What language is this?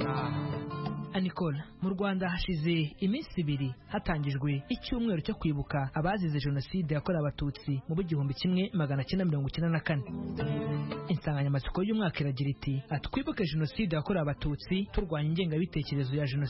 Kinyarwanda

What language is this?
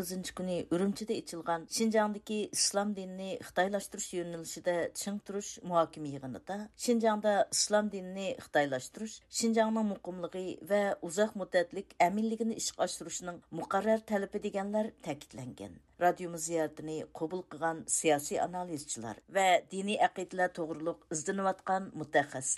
Uyghur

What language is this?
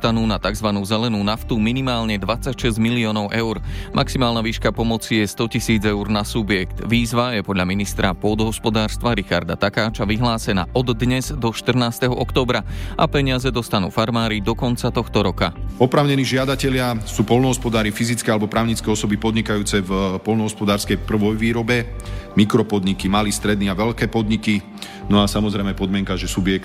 Slovak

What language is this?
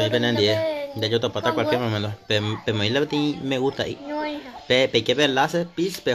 Guarani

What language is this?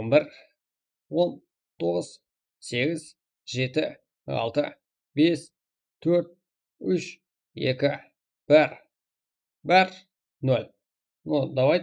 Kara-Kalpak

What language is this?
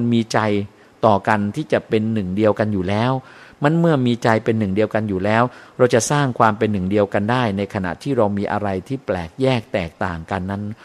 Thai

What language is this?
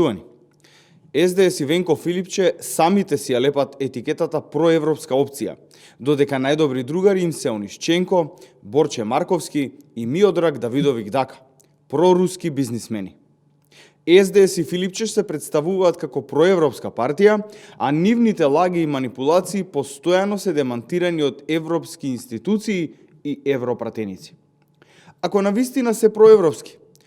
Macedonian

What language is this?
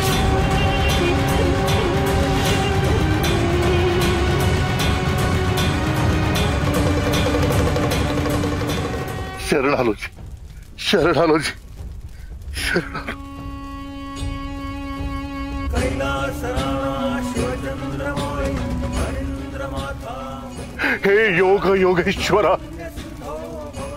Marathi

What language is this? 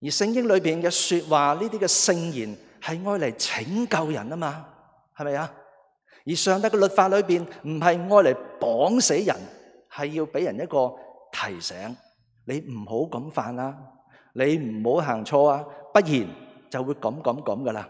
Cantonese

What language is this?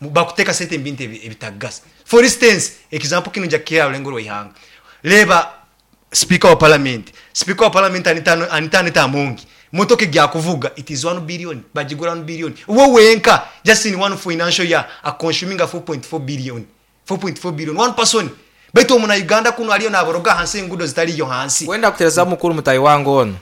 Nyoro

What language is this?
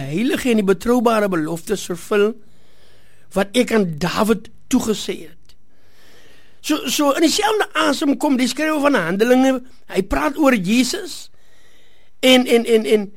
Afrikaans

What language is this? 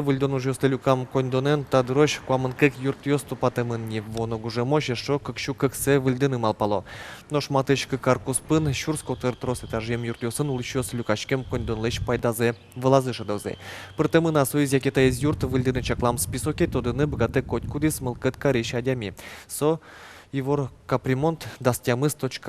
Udmurt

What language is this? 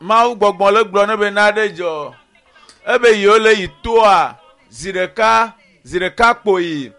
Ewe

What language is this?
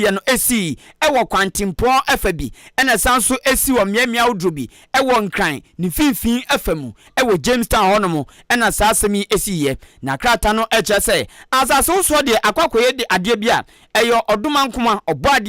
Akan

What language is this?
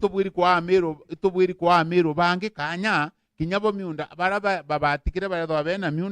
Meru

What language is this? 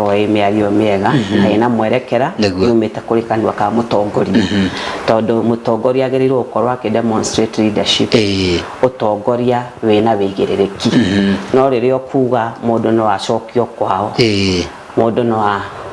Kikuyu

